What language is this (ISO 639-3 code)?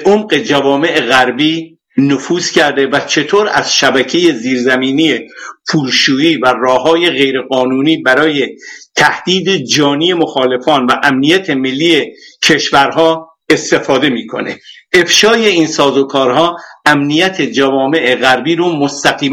fas